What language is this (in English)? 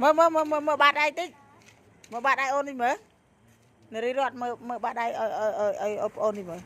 Khmer